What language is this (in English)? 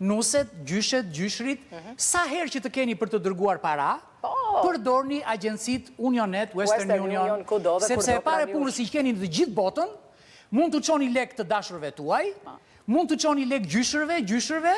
Albanian